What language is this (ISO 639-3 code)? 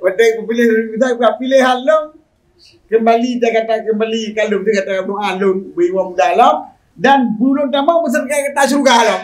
ace